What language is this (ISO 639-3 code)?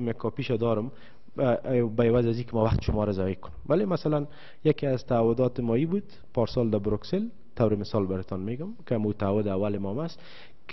fas